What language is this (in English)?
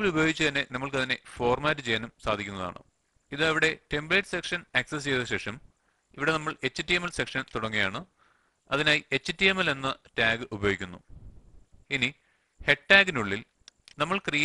Malayalam